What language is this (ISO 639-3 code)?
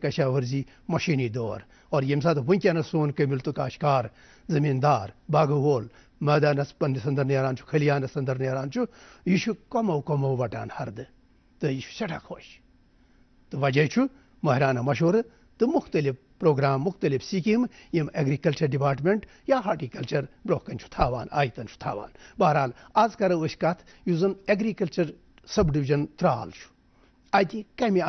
kas